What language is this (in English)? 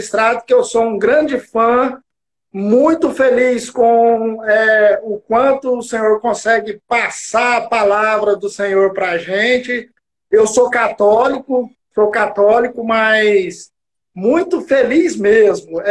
Portuguese